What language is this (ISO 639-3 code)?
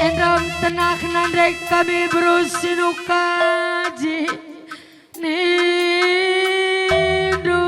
btx